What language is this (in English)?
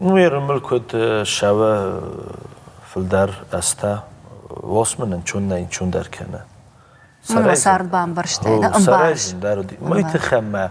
Ossetic